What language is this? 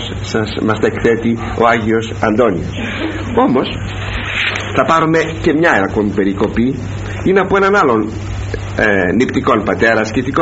Greek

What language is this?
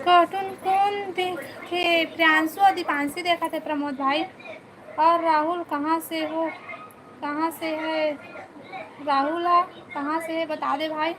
Chhattisgarhi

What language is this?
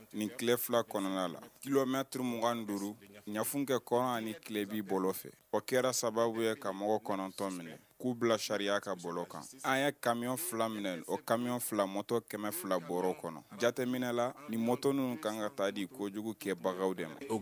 Bambara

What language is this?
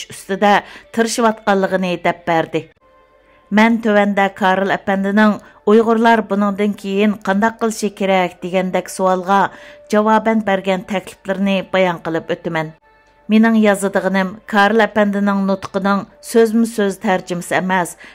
Uyghur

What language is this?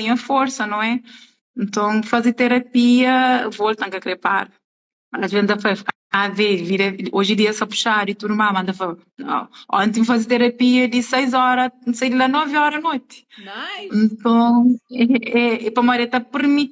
Kabuverdianu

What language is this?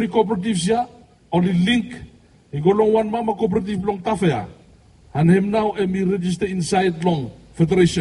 Bislama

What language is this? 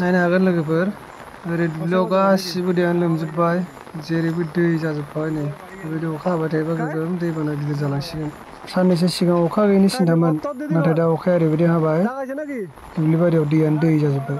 Bodo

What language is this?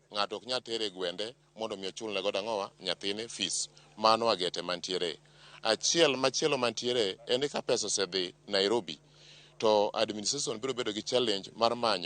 Luo (Kenya and Tanzania)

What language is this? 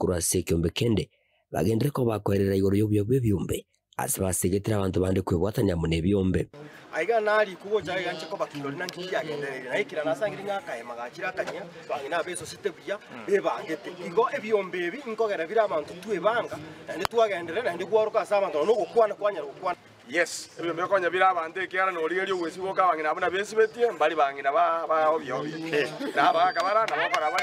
Gusii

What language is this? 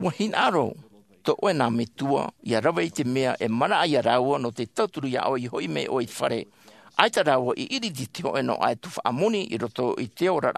Tahitian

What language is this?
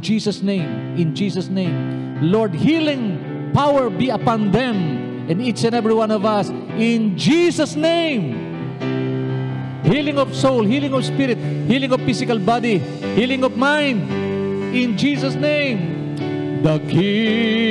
Filipino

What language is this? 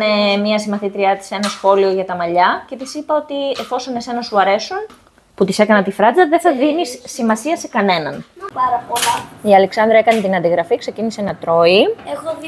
Greek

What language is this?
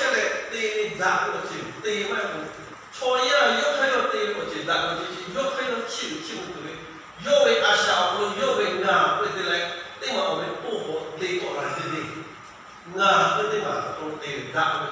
Lahu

